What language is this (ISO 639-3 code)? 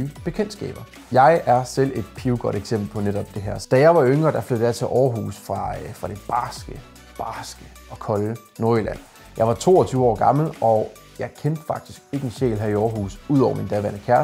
dan